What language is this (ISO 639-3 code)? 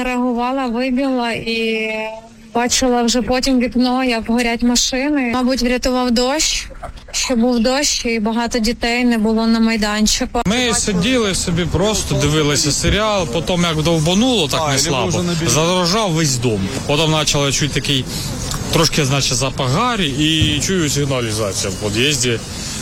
ukr